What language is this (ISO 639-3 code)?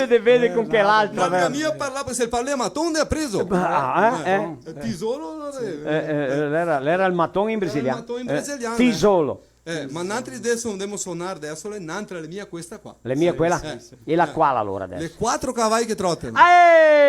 vec